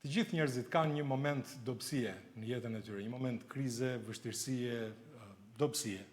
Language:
Albanian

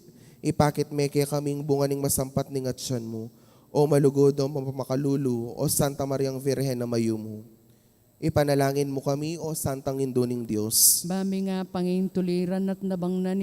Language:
Pampanga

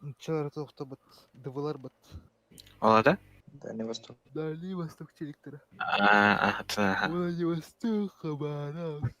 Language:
Yakut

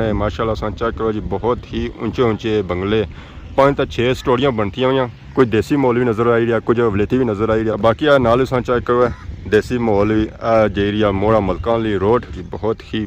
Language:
Pahari-Potwari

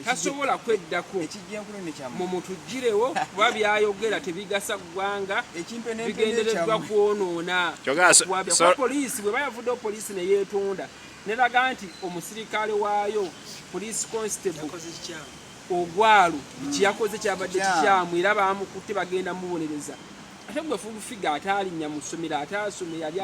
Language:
Ganda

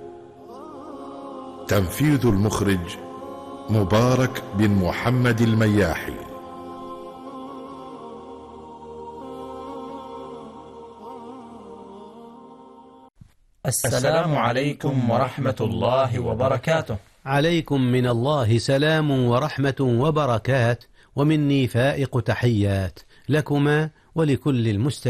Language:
Arabic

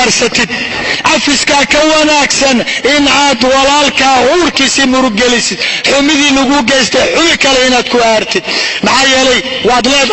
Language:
Somali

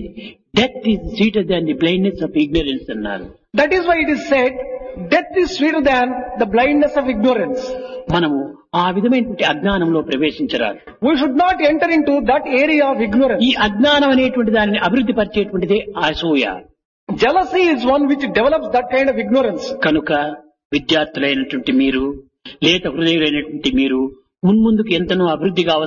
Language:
Telugu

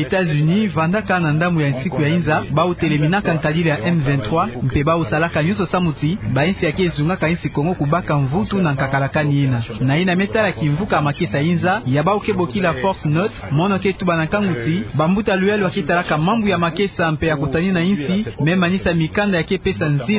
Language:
Kituba (Democratic Republic of Congo)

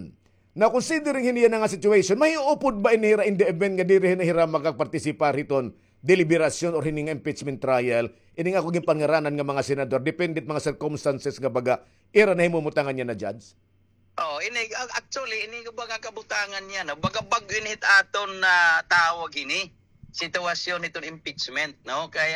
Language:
Waray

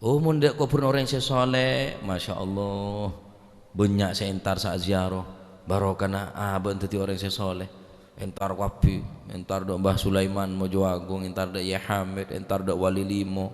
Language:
Madurese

